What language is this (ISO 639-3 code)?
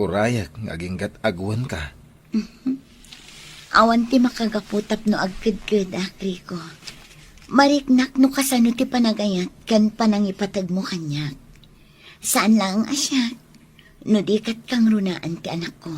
ilo